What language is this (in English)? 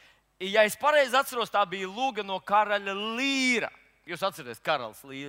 Latvian